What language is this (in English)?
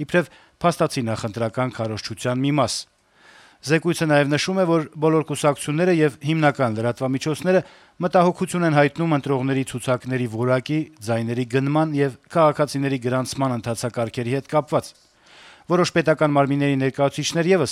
Armenian